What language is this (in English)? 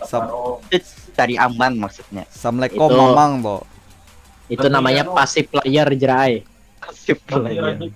Banjar